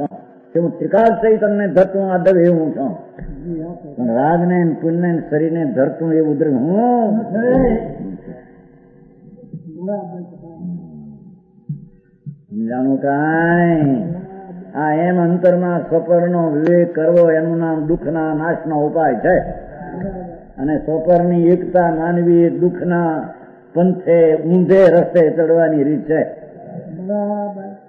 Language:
Gujarati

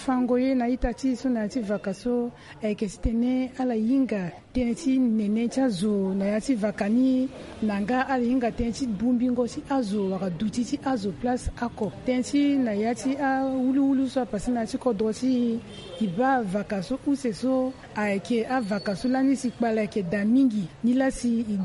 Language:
Sango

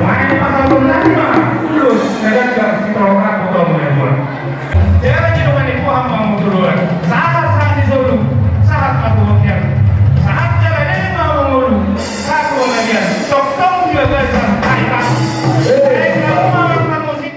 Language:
Batak Toba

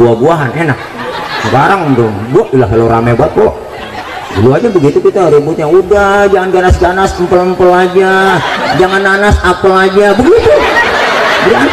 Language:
Betawi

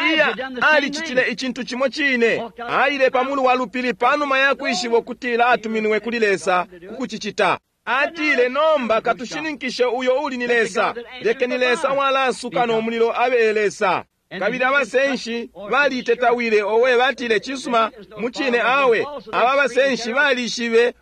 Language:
Bemba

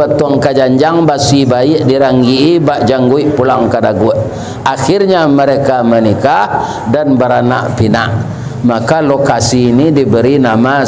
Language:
Minangkabau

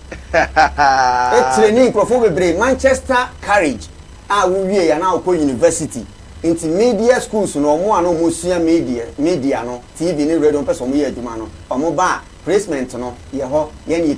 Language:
Akan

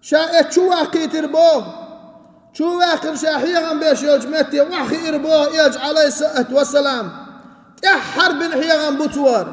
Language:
Chechen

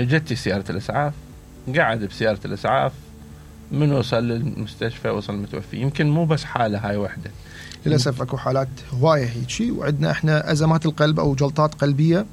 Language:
Mesopotamian Arabic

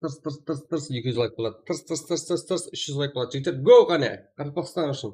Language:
Kara-Kalpak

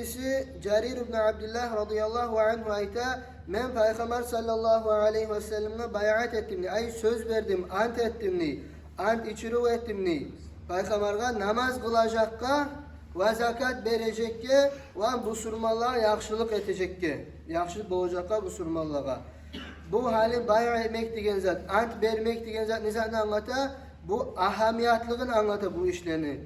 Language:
Kumyk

